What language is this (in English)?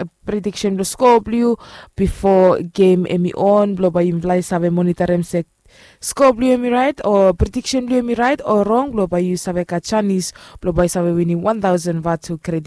Bislama